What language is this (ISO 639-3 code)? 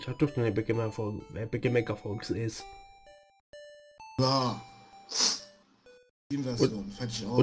deu